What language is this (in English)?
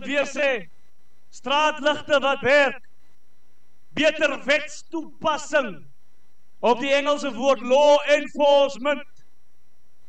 Afrikaans